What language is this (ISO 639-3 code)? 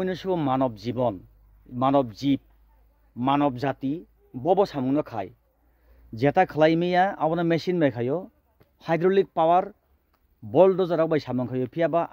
trp